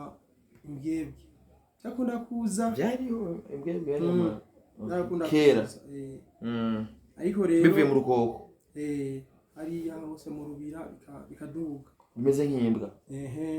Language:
Rundi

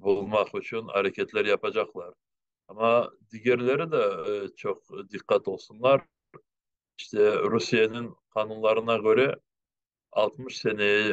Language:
Crimean Tatar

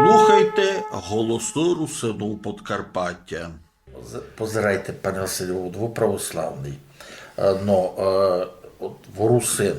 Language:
Rusyn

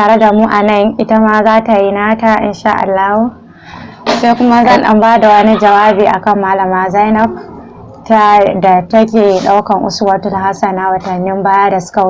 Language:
Hausa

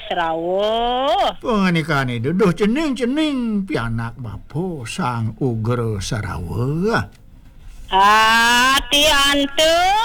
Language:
Balinese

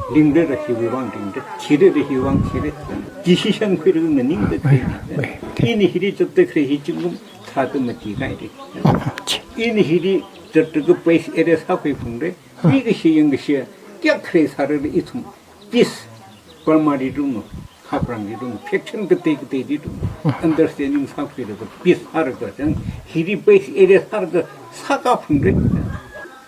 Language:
Tangkhul Naga (India)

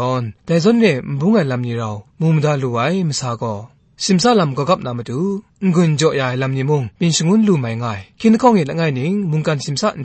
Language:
Kachin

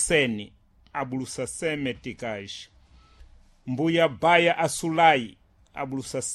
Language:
Sena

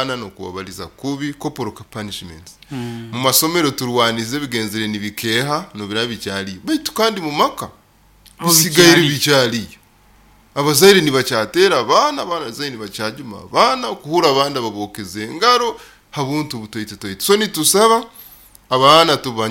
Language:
Nyoro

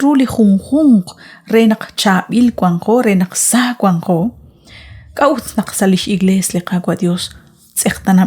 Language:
Kekchí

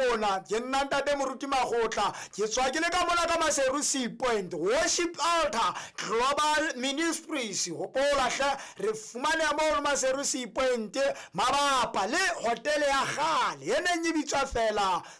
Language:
Southern Sotho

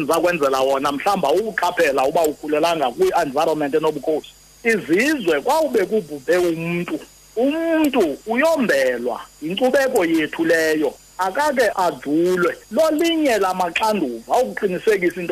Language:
Xhosa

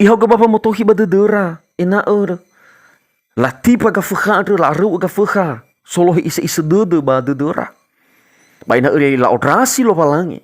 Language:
Nias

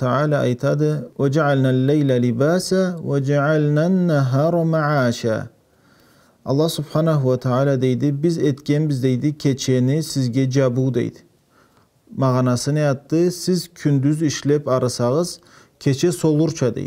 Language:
Karachay-Balkar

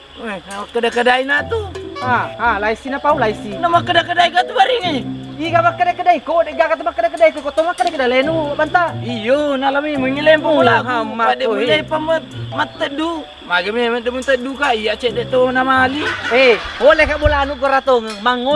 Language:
Buginese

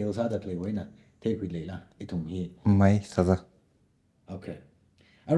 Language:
Tangkhul Naga (India)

